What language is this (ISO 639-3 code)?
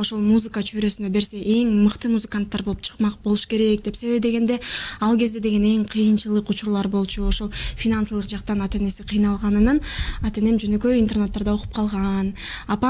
kir